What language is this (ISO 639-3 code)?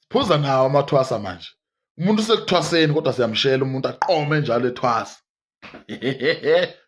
zul